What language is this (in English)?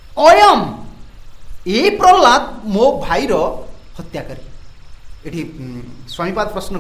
Odia